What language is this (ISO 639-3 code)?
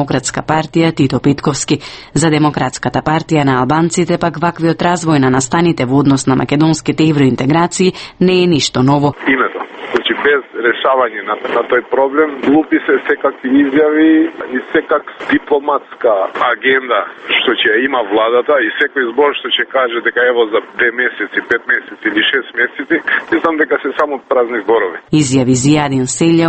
mkd